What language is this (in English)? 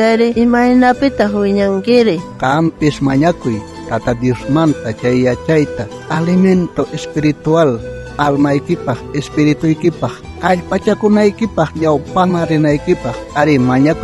South Bolivian Quechua